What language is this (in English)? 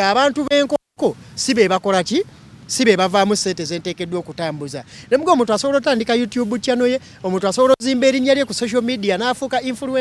Ganda